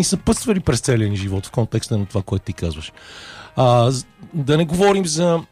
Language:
Bulgarian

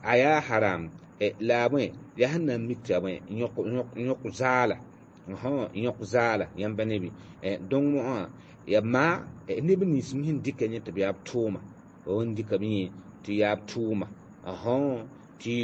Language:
Mossi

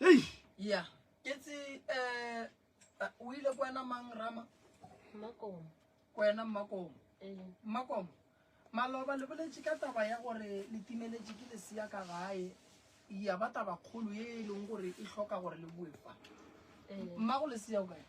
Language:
Northern Sotho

